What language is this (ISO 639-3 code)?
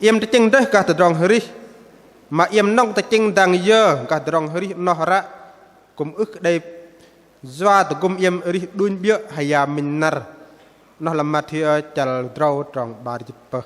bdq